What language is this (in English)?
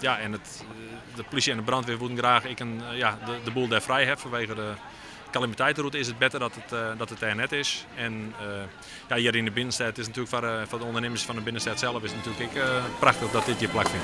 Western Frisian